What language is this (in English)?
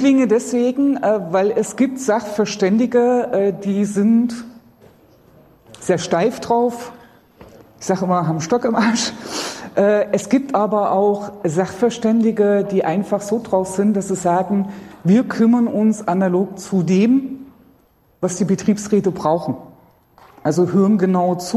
German